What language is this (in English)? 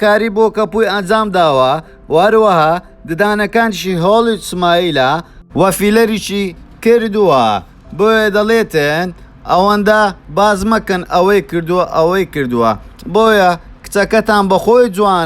Central Kurdish